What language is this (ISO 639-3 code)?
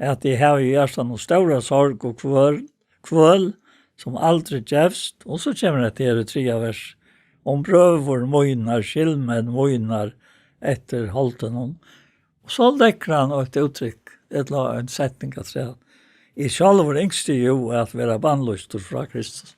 fao